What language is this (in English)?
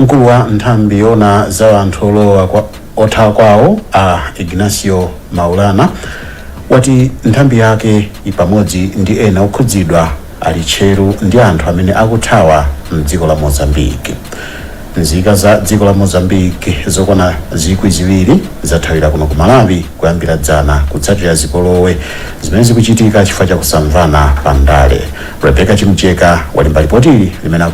Nyanja